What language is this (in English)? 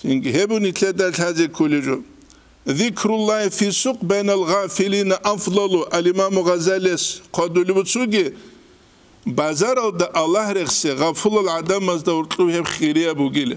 Avaric